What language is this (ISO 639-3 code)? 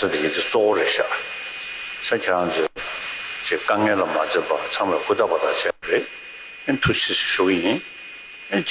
bod